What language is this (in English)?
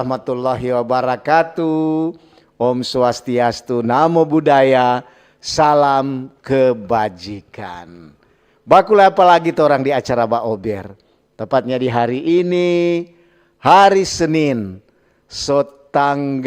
Manado Malay